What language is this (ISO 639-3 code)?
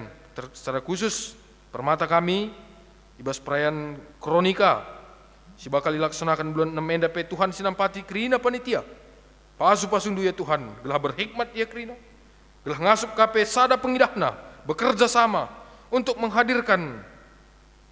btx